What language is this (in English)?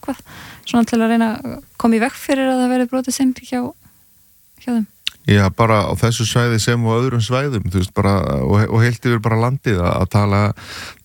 Icelandic